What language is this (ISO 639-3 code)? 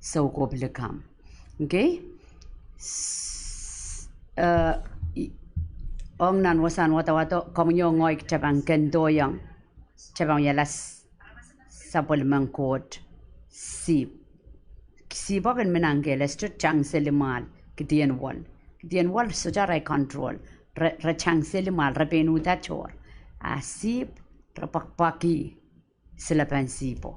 pon